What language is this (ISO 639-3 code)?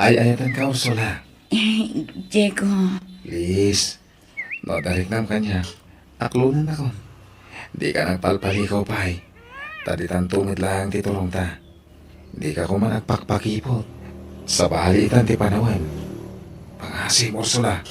ilo